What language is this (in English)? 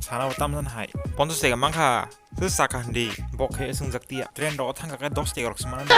Kok Borok